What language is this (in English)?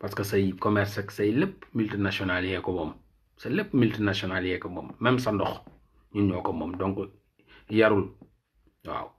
Wolof